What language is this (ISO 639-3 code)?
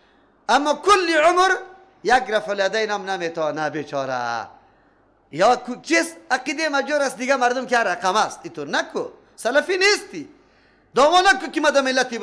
fas